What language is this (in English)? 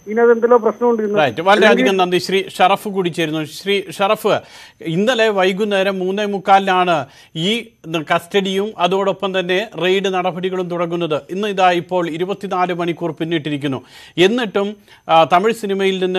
Malayalam